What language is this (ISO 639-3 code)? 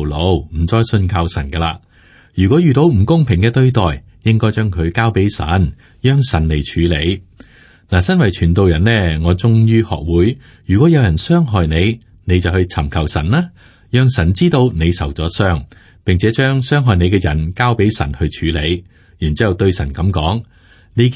yue